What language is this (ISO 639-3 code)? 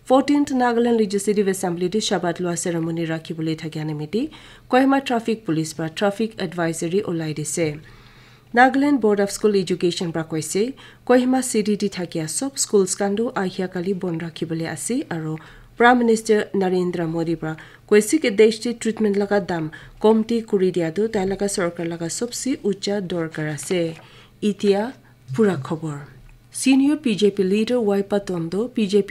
nag